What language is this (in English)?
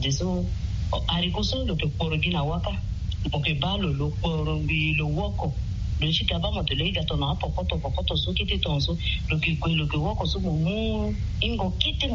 Sango